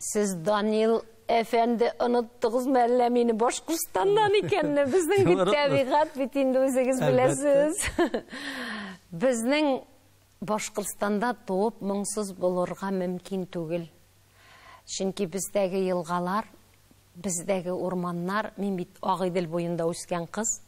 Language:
Tatar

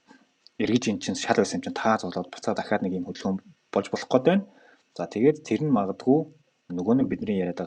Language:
Mongolian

